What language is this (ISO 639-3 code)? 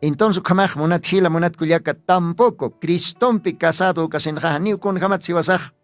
aym